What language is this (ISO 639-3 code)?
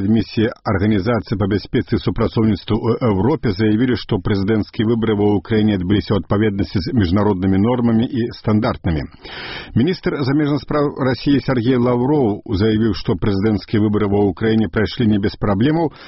bel